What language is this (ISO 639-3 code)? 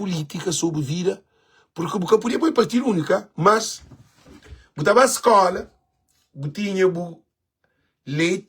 kea